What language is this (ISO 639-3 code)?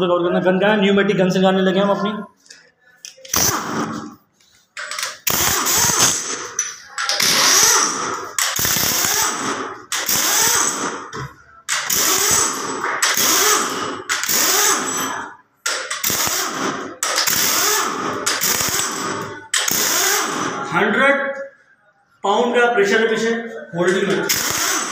hin